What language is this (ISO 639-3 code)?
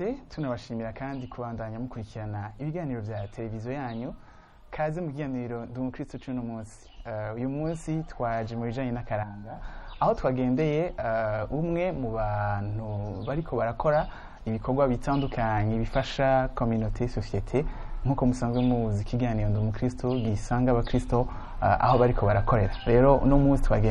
run